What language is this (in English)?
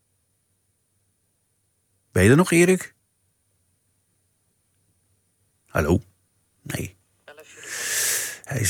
Dutch